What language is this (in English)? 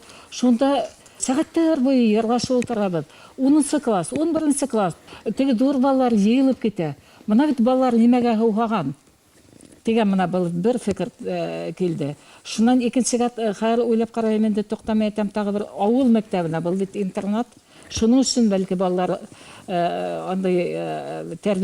Bashkir